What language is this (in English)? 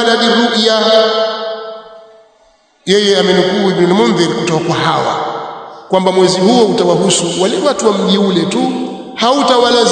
Swahili